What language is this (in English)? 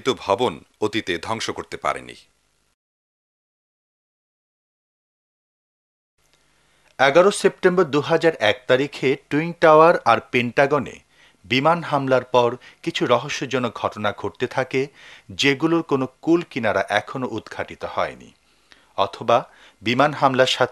Bangla